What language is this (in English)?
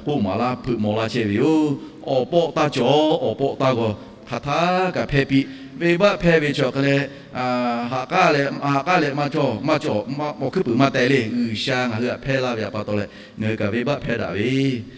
Lahu